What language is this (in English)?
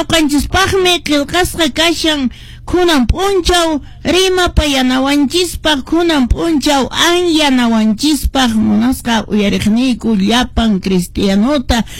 Quechua